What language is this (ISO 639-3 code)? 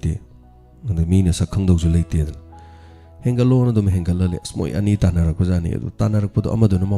mni